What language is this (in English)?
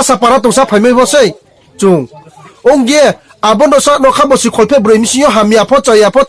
Riang (India)